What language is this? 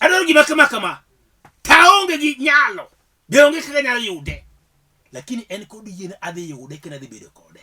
Luo (Kenya and Tanzania)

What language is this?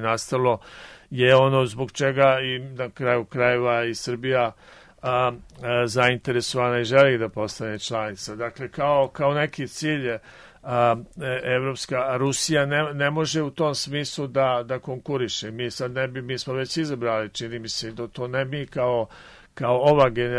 Serbian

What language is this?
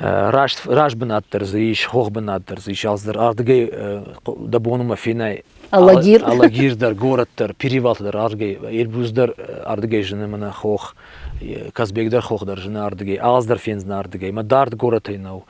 Ossetic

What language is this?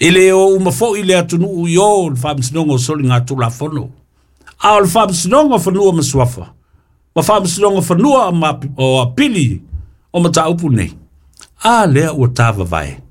Samoan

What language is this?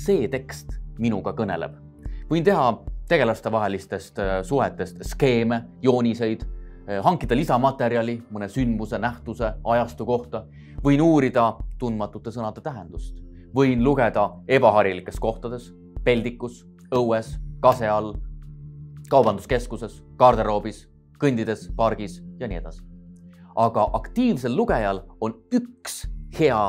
Estonian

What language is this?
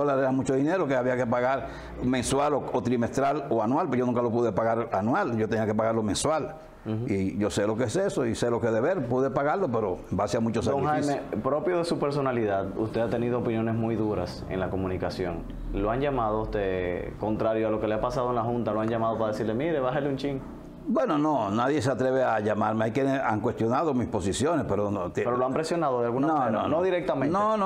Spanish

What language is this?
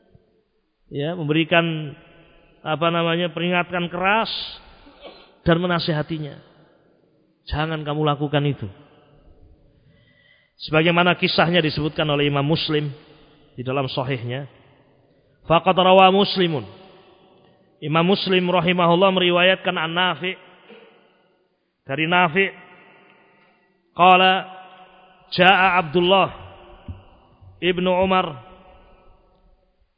Indonesian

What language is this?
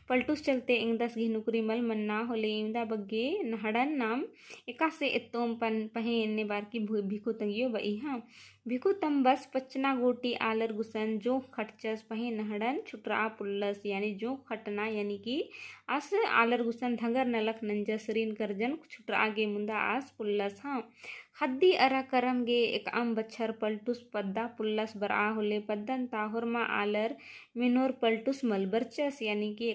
Kurukh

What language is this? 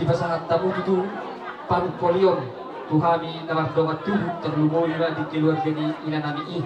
Batak Toba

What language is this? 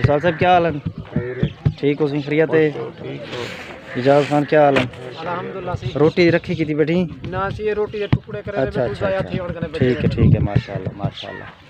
Saraiki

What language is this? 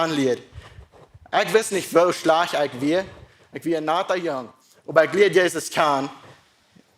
Plautdietsch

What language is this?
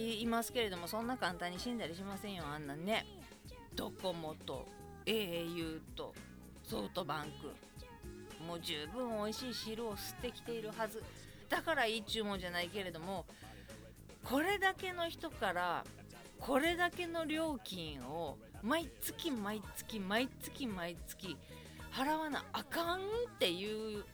Japanese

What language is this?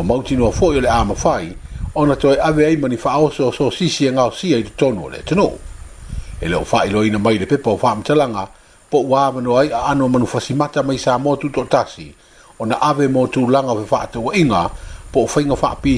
Samoan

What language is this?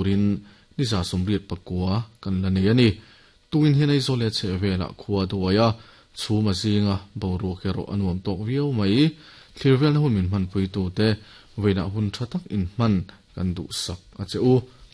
Mizo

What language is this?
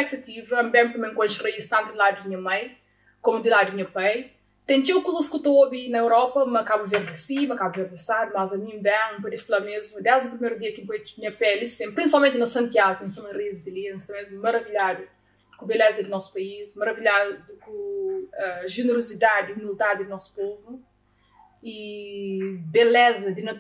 Kabuverdianu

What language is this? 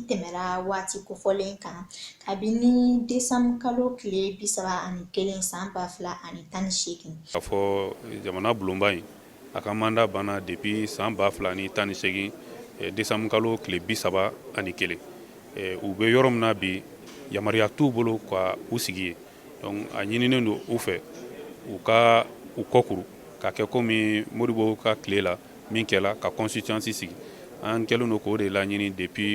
Bambara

